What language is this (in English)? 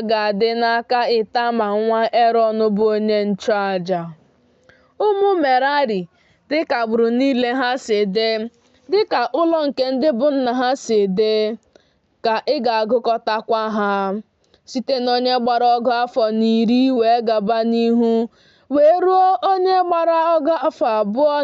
Igbo